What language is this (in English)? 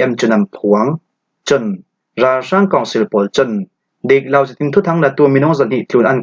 Falam Chin